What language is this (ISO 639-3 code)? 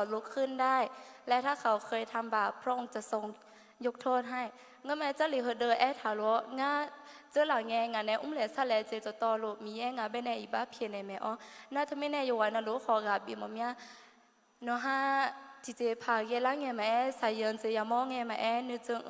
ahk